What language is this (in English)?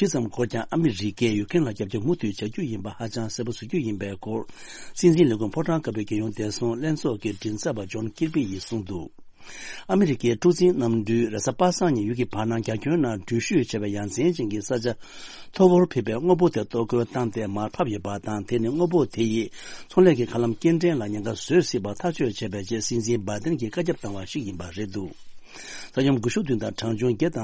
Tibetan